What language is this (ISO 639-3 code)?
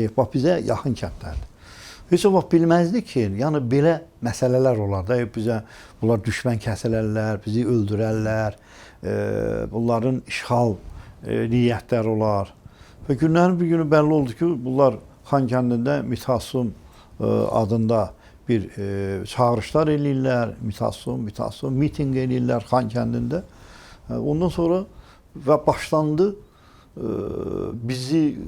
aze